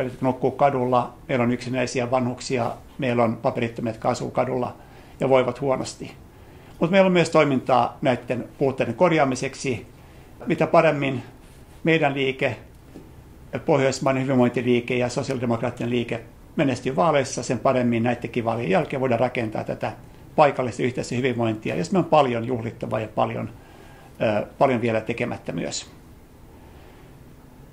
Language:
Finnish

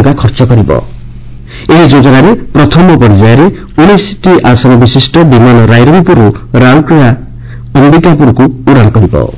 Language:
Odia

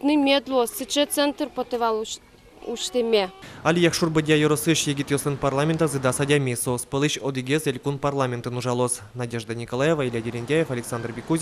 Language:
Udmurt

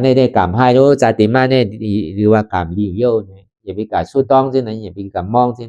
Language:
Shan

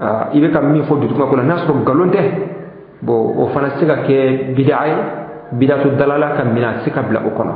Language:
Bambara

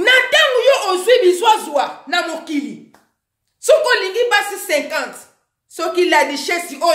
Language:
Lingala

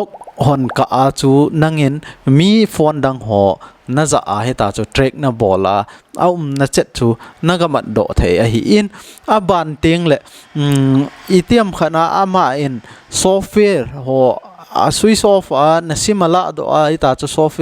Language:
Thado Chin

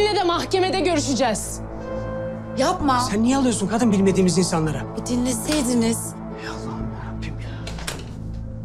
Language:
Turkish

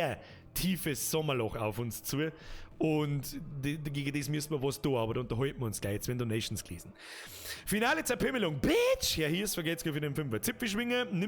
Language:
Bavarian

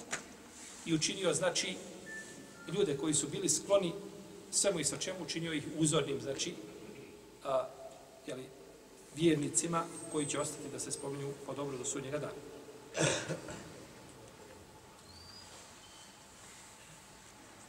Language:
Bosnian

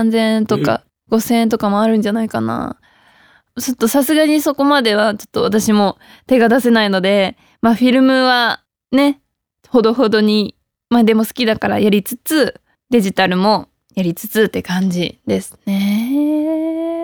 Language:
Japanese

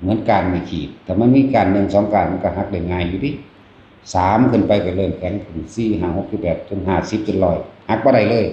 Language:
Northeastern Thai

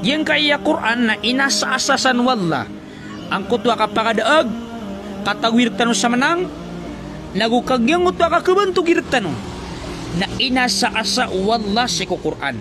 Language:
Maranao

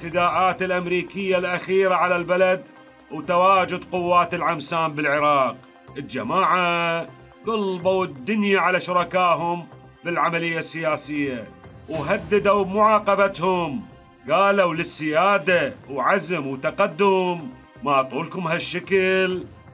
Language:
Mesopotamian Arabic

